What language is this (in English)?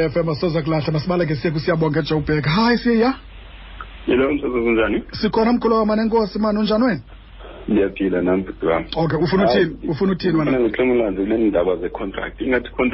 Xhosa